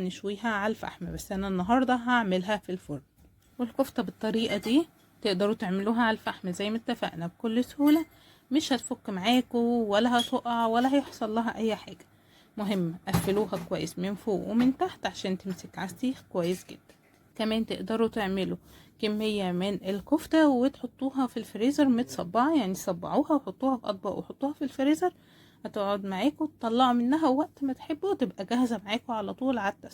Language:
Egyptian Arabic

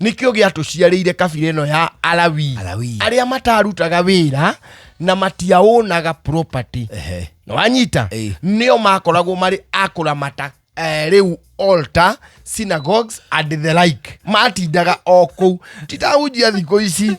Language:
Kikuyu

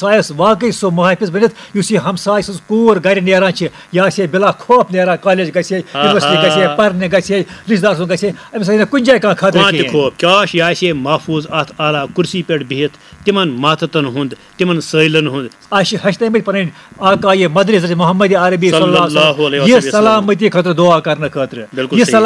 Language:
Kashmiri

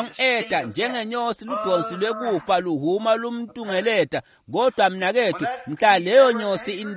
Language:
Swati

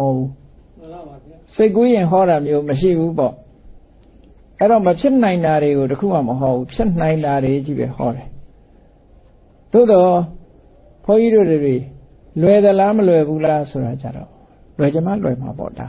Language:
Burmese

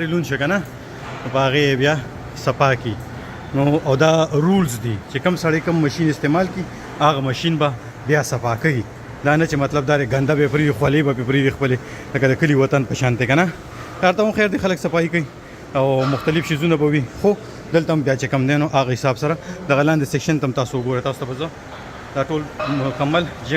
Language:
Pashto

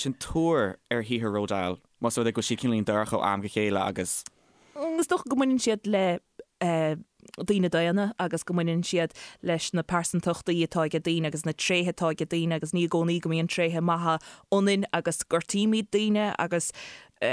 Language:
Irish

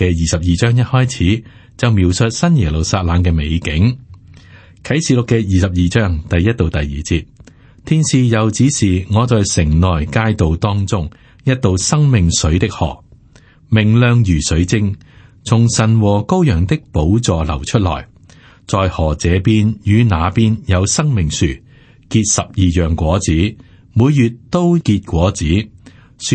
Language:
Cantonese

